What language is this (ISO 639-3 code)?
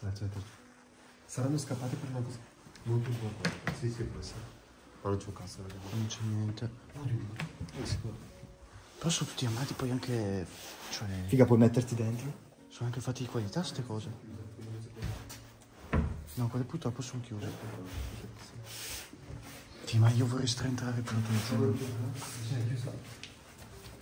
ita